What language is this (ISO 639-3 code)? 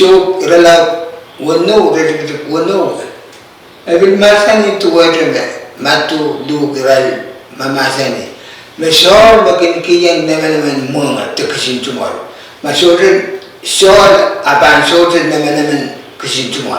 pon